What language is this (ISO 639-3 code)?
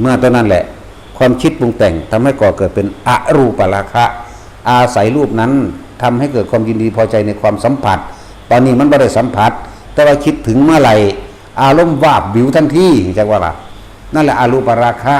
tts